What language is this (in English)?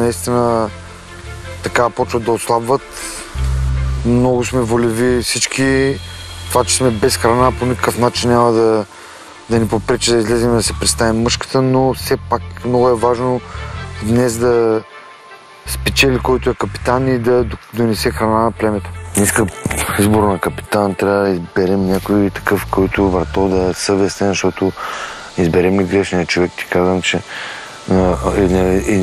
Bulgarian